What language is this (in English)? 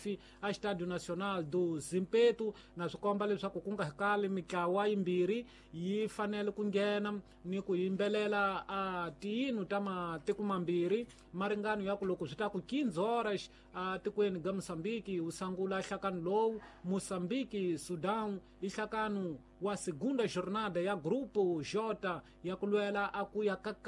Tsonga